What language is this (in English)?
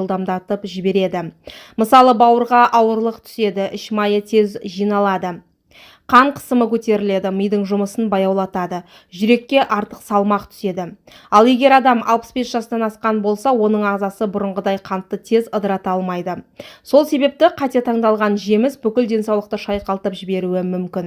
Kazakh